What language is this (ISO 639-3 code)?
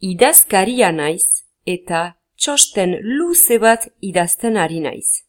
eus